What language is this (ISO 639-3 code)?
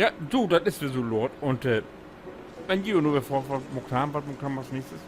nds